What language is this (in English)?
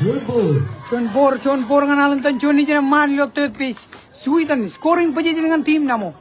Marshallese